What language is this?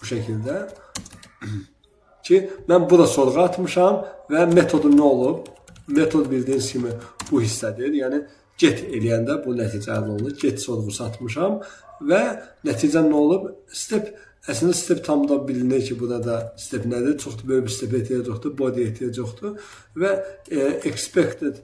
Azerbaijani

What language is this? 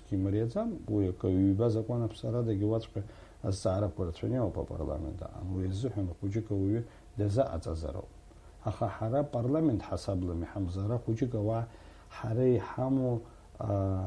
Abkhazian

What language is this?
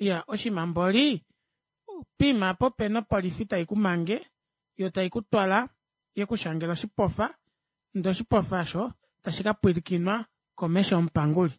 Kuanyama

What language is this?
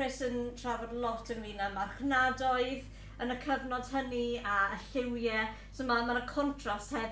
Welsh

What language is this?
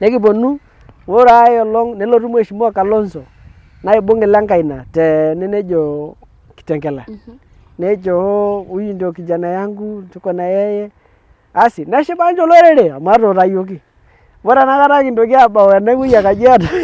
Masai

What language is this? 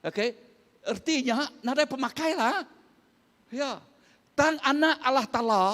Iban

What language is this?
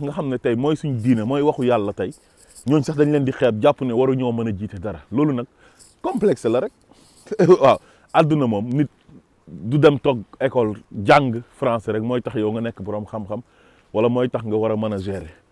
Wolof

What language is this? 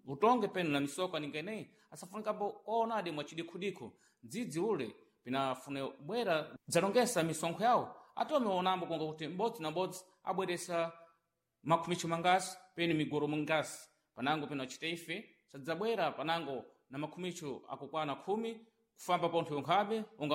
Sena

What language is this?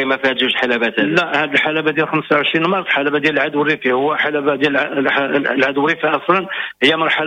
Moroccan Arabic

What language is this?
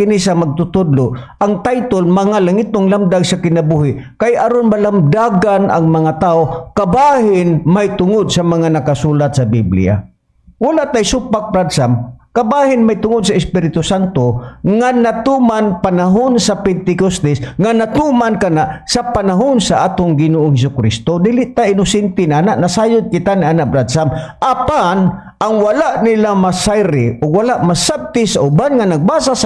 Cebuano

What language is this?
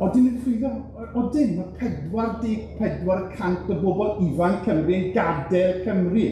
Welsh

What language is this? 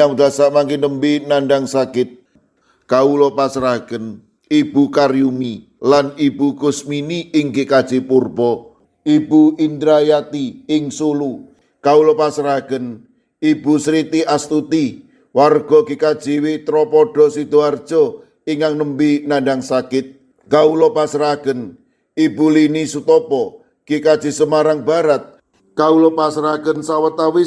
Javanese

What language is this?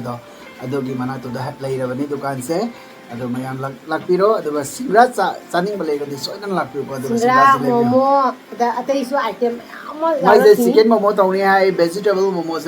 Manipuri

